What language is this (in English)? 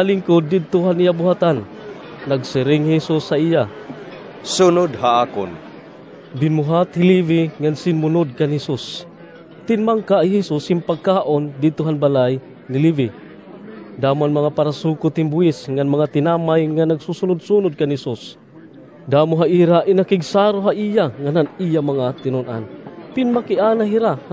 Waray